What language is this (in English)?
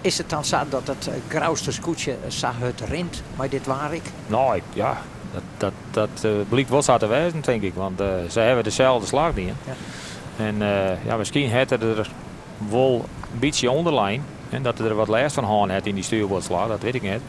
Western Frisian